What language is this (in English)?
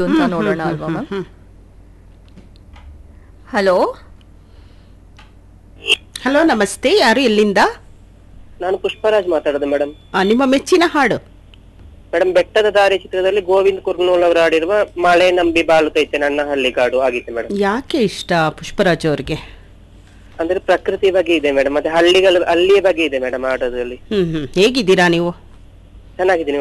Kannada